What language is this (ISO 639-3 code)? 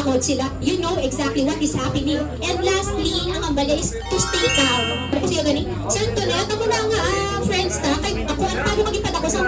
hil